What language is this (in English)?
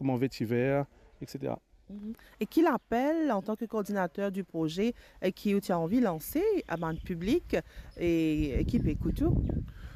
Morisyen